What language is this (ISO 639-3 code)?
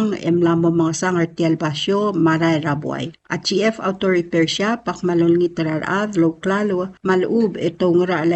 pau